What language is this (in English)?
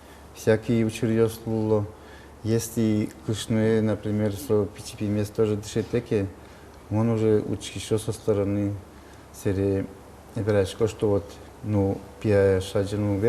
Udmurt